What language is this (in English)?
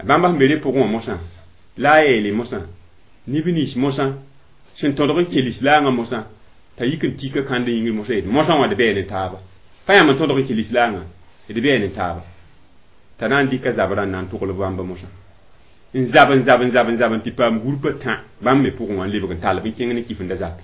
Mossi